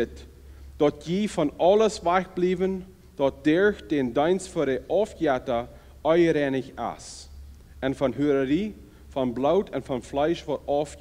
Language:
Plautdietsch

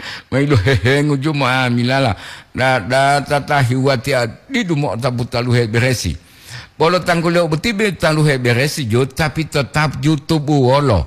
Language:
Gorontalo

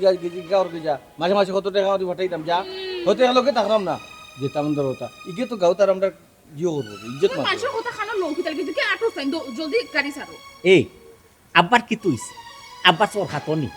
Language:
Sylheti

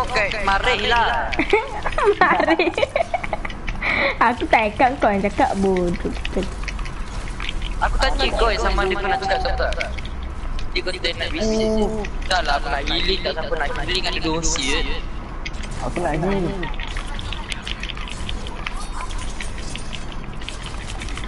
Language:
Malay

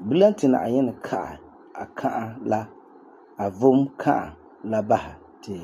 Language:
Frafra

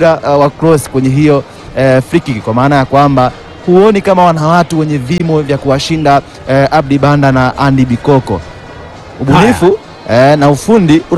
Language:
Swahili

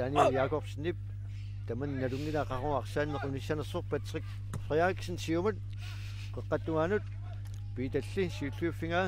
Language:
Kalaallisut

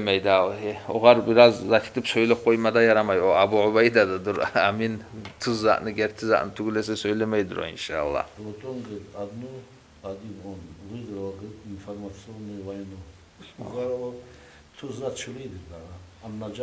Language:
Kumyk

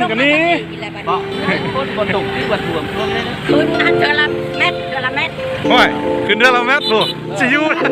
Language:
Lao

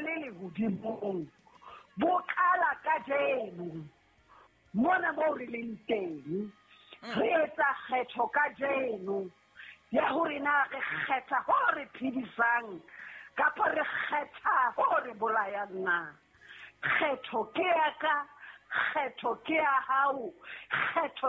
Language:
Southern Sotho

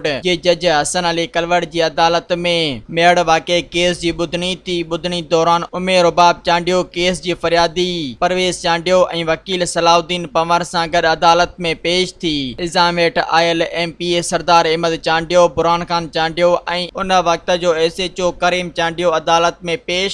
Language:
Sindhi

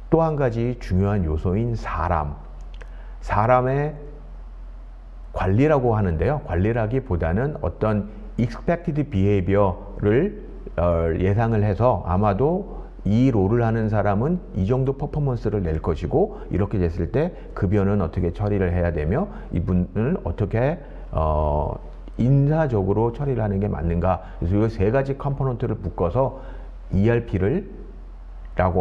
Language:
Korean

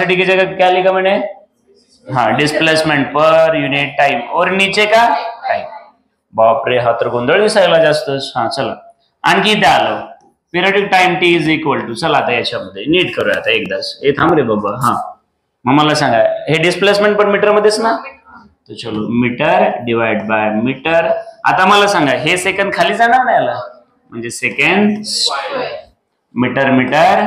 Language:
Marathi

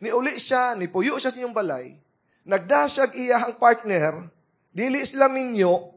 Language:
Cebuano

